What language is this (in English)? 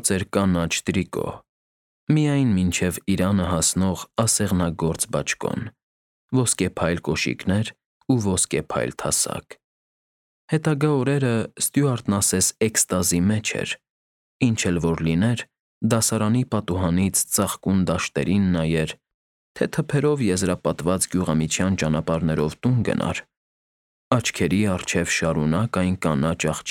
Armenian